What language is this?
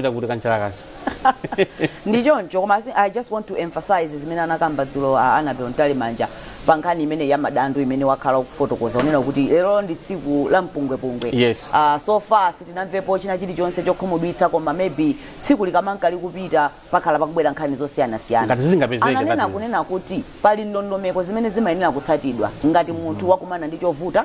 Nyanja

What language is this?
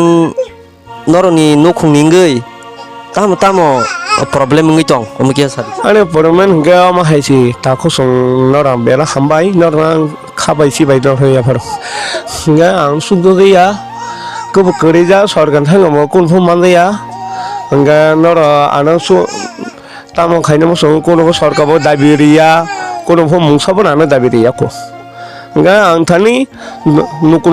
Kok Borok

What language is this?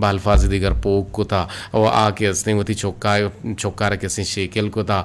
Eastern Balochi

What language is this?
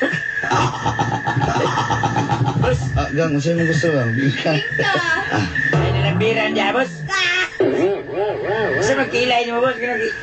Filipino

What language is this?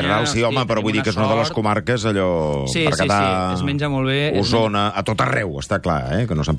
Catalan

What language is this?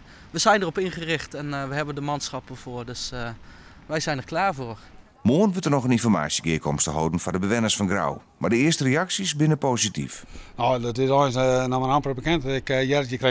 Western Frisian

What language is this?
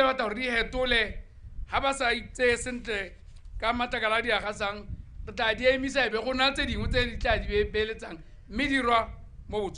Tswana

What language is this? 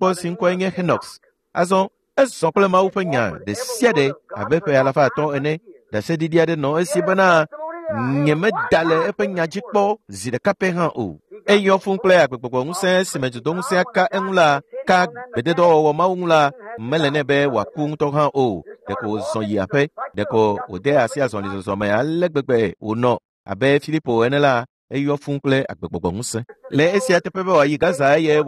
Ewe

